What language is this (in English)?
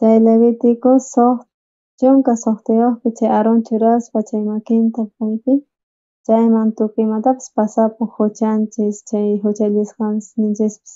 South Bolivian Quechua